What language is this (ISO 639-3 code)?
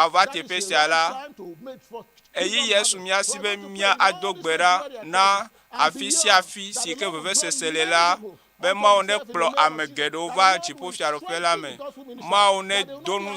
ewe